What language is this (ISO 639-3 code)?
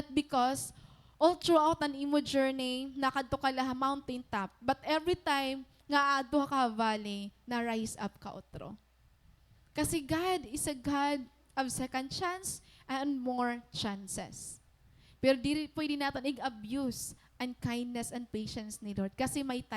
war